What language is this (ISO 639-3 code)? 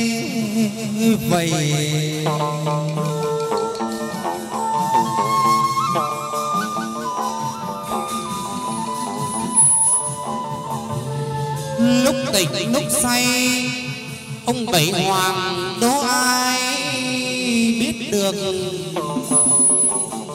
vie